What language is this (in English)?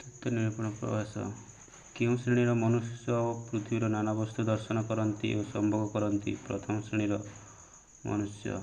Odia